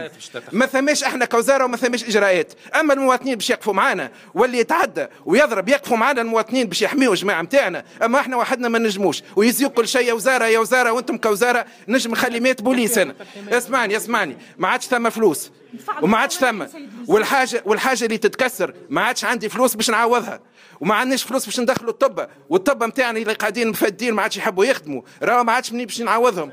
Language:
Tunisian Arabic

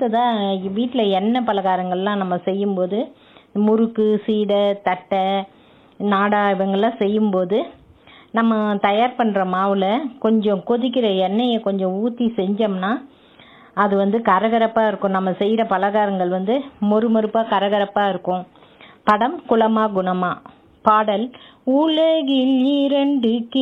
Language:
Tamil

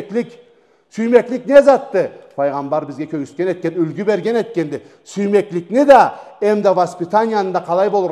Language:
Karachay-Balkar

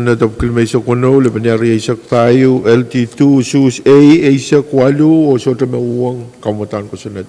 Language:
Pohnpeian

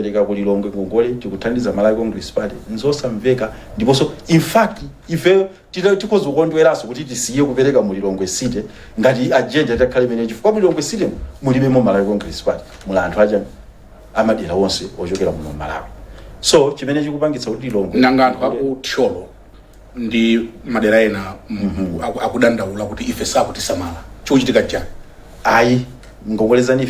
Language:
Nyanja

